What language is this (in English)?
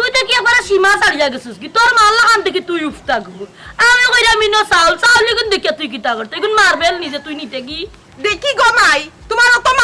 Sylheti